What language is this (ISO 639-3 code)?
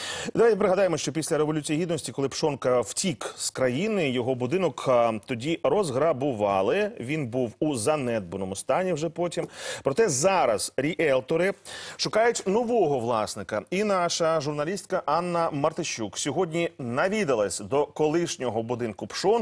ukr